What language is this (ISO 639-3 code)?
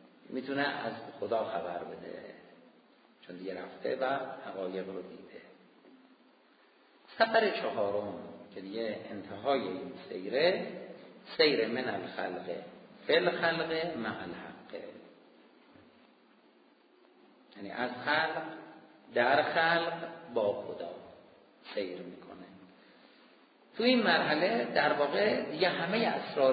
fas